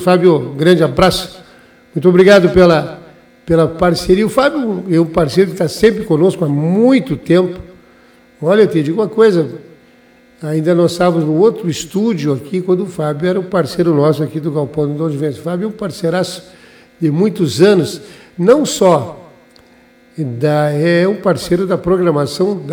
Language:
Portuguese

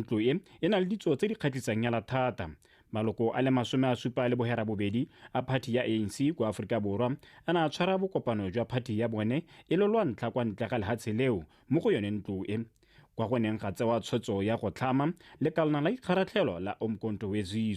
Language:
Tswana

